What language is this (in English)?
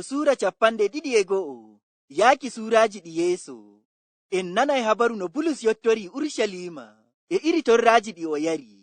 Fula